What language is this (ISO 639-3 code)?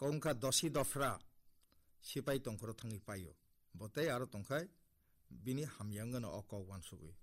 trp